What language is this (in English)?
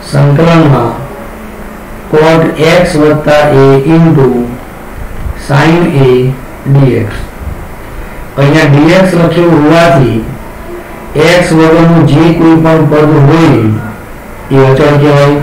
Gujarati